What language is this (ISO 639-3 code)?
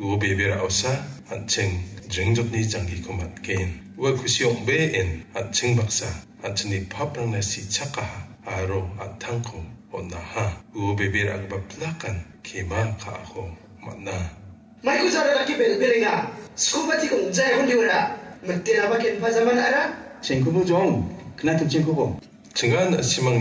grt